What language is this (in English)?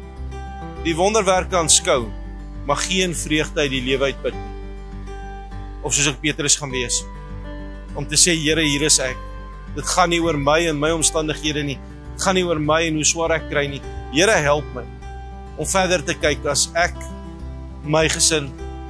Afrikaans